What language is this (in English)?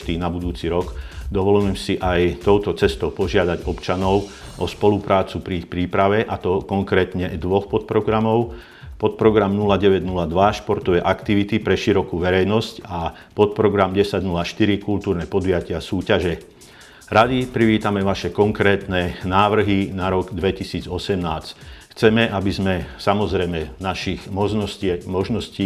Slovak